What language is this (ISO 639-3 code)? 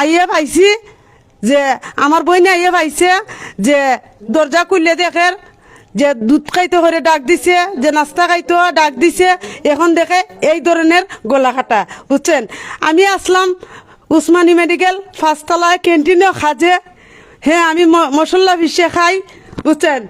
syl